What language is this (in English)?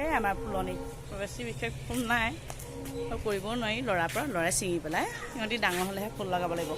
Assamese